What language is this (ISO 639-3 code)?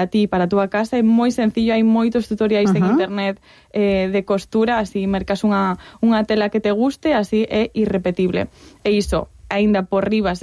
glg